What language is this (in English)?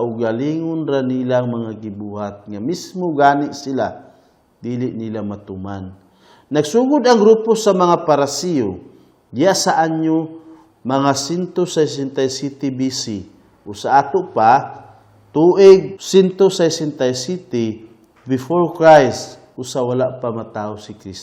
Cebuano